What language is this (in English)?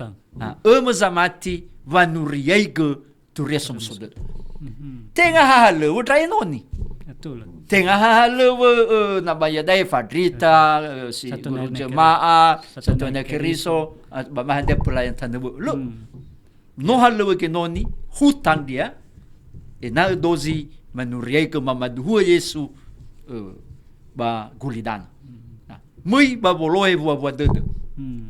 Nias